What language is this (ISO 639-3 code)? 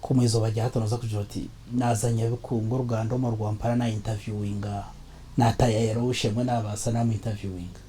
nyn